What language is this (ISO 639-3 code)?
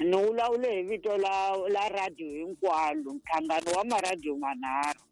tso